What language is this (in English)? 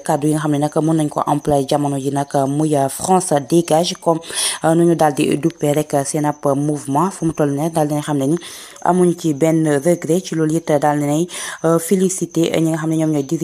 Wolof